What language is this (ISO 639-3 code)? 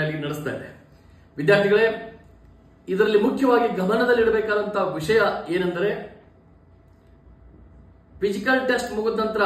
kan